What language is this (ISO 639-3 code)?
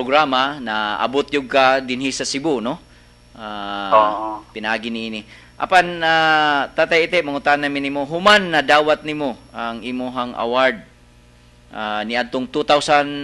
ceb